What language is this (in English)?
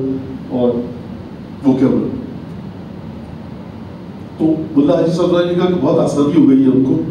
Urdu